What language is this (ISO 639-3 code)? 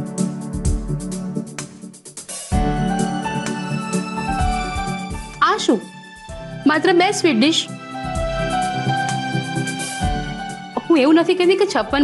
guj